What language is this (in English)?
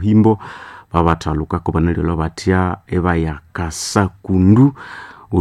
Nande